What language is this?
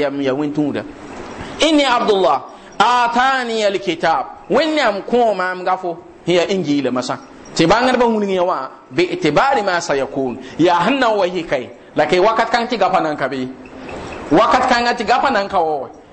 Mossi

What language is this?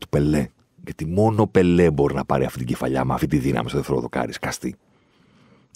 Greek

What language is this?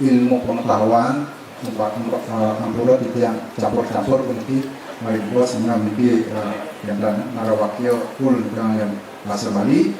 Balinese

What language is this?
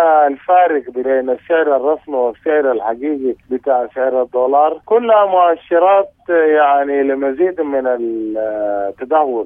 Sudanese Arabic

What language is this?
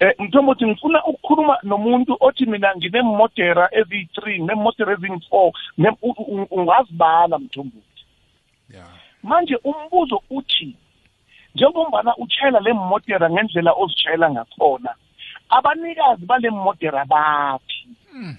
South Ndebele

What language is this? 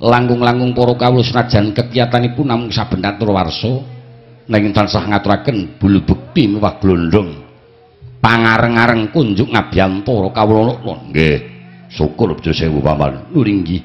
Javanese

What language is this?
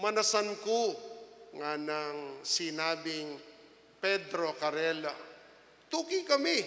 Pampanga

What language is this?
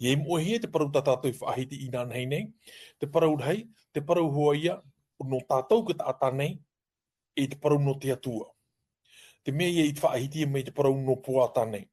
Tahitian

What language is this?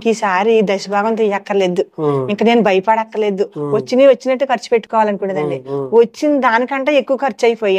Telugu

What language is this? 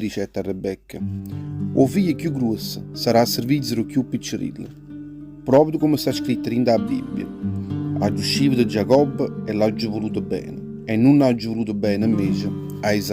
Neapolitan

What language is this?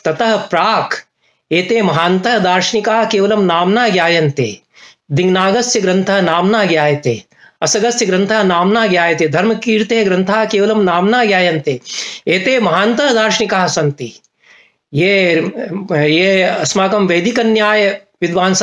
Sanskrit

